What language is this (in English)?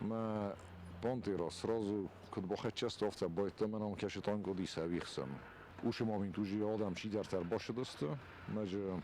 Ossetic